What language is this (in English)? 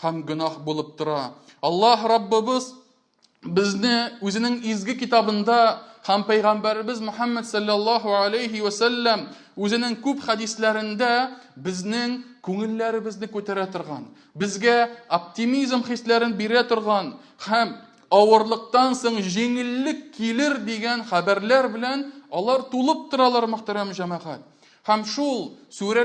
Tatar